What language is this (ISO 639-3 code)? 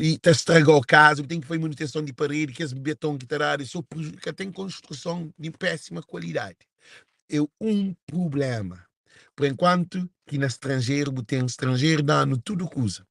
kea